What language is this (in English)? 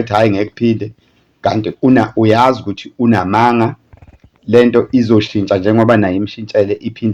Zulu